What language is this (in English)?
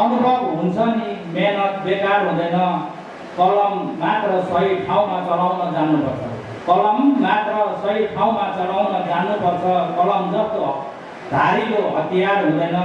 Nepali